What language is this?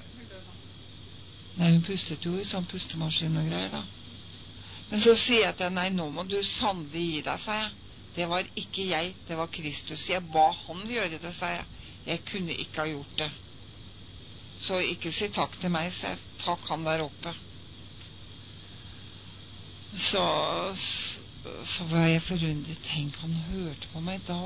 Norwegian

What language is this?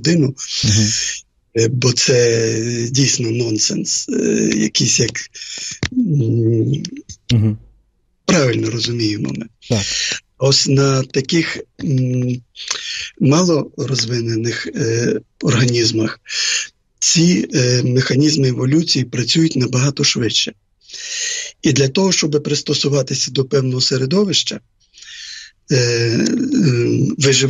Ukrainian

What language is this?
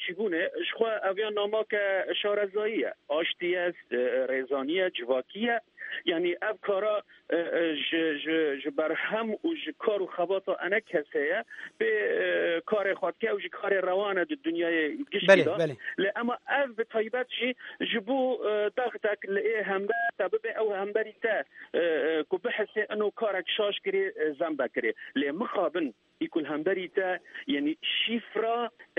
Kurdish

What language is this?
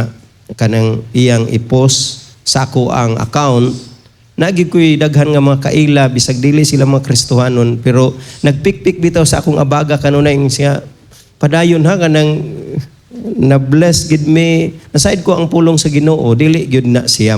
Cebuano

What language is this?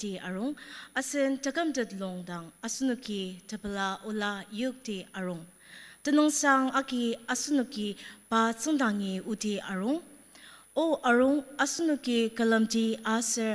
Ao Naga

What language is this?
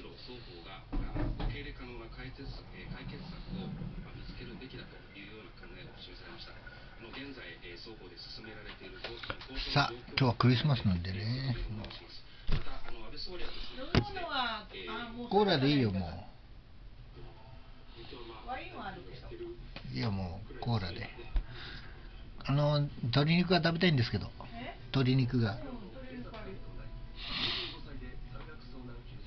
Japanese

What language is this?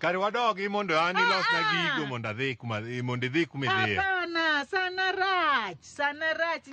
Luo (Kenya and Tanzania)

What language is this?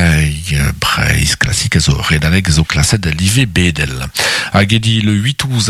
Breton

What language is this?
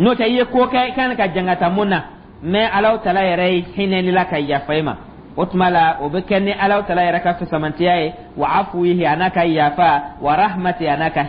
Dyula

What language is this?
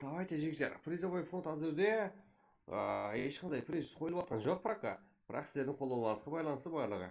Kara-Kalpak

